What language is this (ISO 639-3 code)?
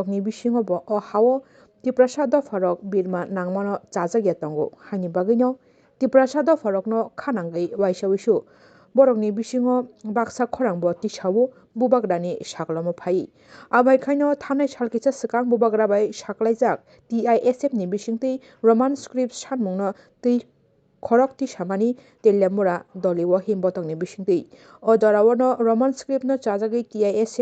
trp